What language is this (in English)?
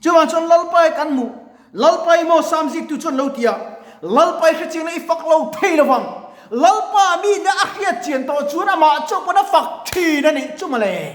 Mizo